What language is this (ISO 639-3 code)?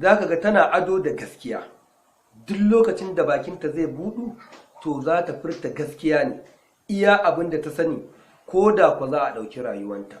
hau